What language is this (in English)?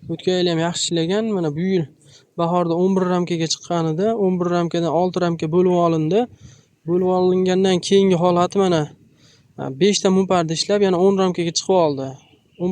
Uzbek